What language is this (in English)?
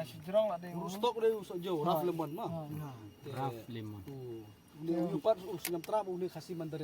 Khasi